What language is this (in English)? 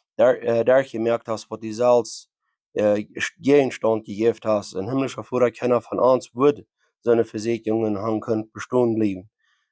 Plautdietsch